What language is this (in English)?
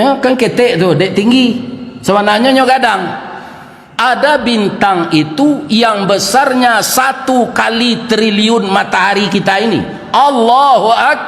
Minangkabau